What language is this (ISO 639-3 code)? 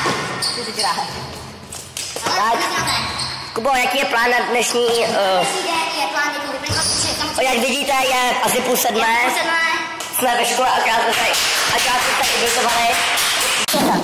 ces